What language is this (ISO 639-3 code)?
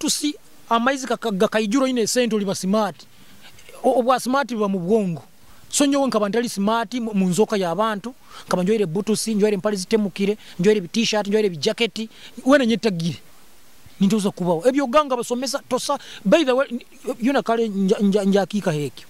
nyo